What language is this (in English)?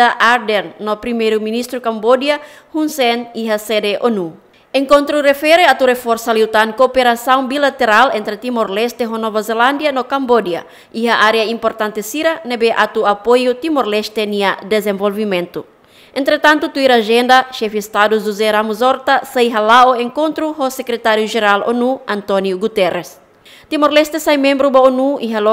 Tetum